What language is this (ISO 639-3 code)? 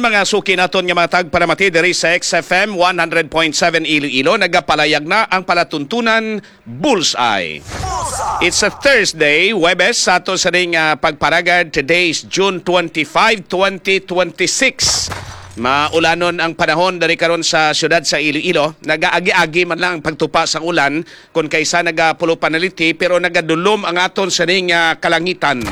hil